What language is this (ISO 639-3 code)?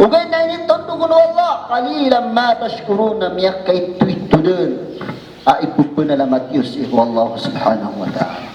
mrw